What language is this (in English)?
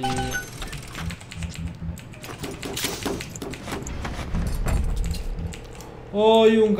Spanish